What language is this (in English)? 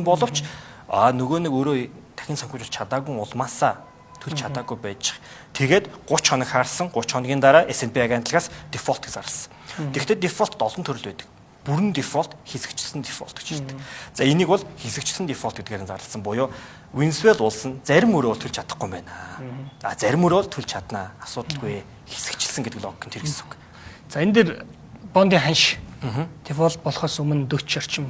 Mongolian